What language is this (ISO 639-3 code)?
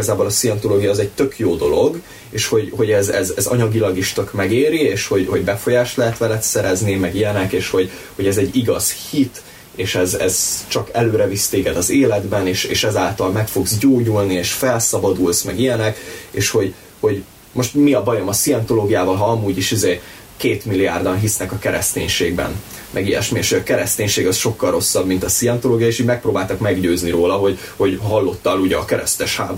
hun